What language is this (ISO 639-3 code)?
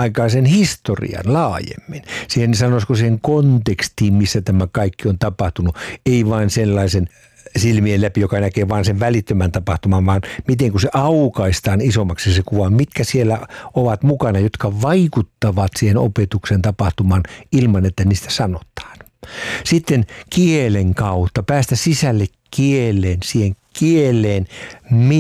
fin